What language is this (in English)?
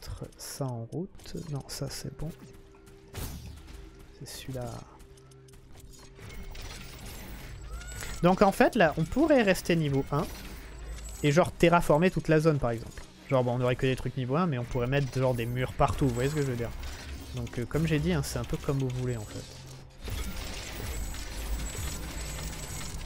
French